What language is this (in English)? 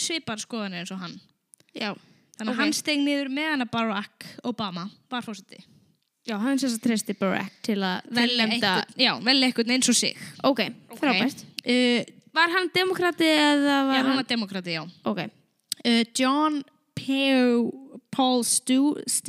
Icelandic